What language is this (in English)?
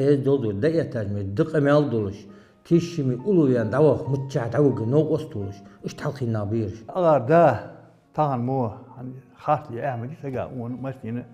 Ingush